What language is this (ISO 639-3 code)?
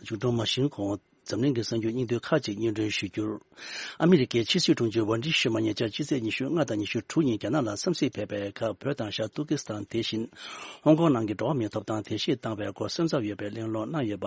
bod